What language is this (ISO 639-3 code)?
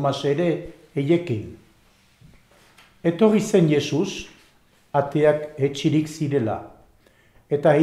eus